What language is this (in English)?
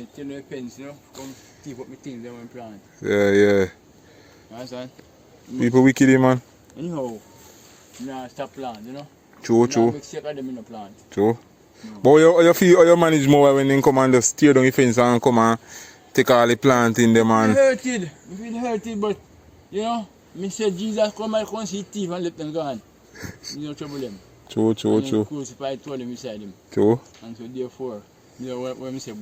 Jamaican Creole English